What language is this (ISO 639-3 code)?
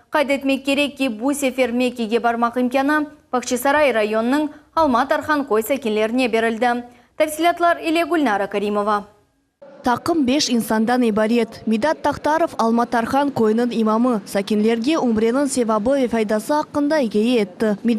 crh